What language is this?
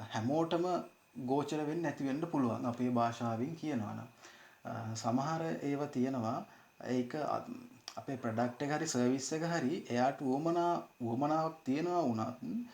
Sinhala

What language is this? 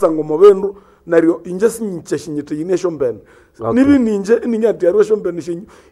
Nande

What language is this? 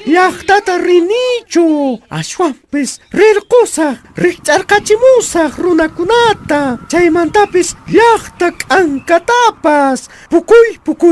Quechua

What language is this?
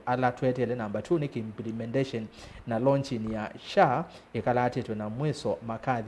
Kamba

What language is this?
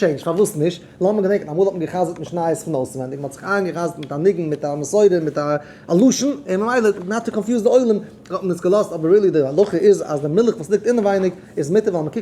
Yiddish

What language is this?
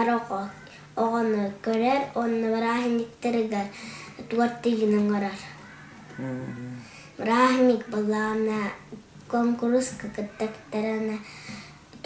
Yakut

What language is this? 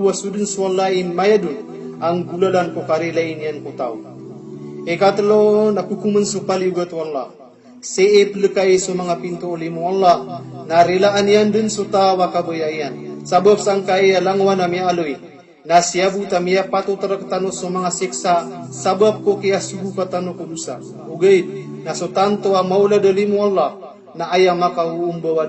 Maranao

